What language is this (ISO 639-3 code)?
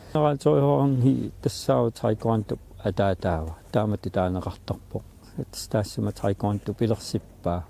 kal